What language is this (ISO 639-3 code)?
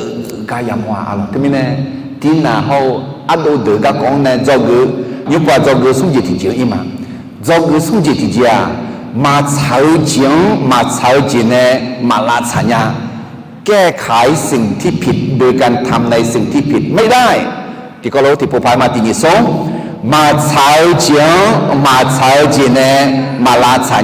ahk